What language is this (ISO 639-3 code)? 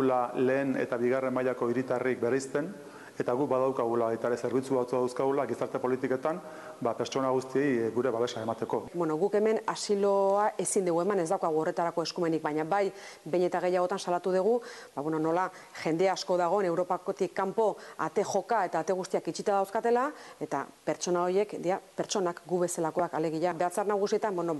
eus